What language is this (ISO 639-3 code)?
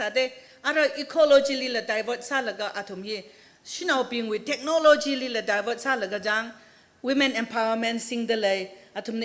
nmf